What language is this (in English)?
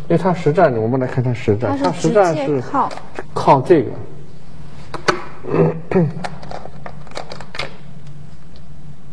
Chinese